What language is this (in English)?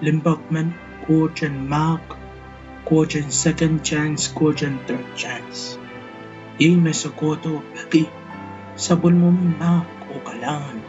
Pohnpeian